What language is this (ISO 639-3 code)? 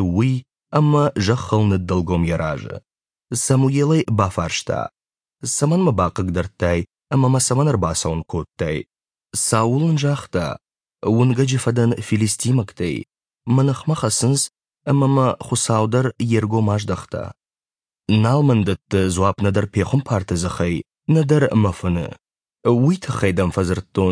oss